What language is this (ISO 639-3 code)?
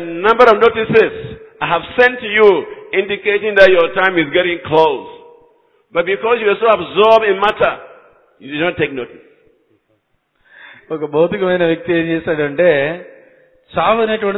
tel